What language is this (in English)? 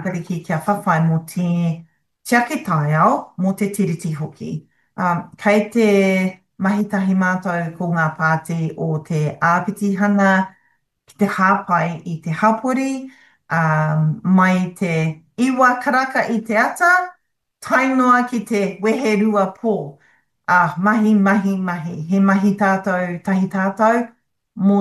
Māori